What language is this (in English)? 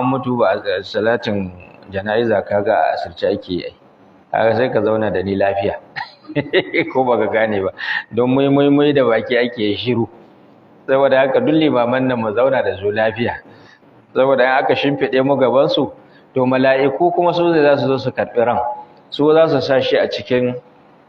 Hausa